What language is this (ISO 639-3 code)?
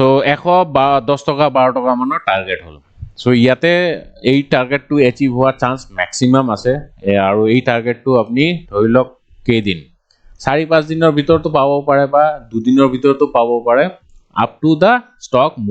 asm